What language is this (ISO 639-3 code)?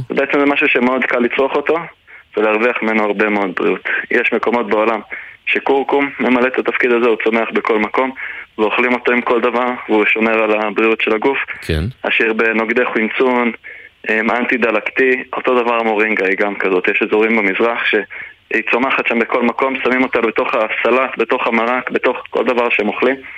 heb